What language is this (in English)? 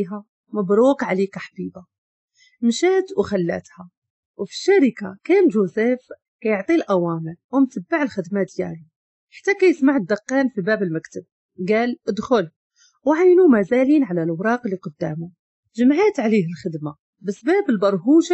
Moroccan Arabic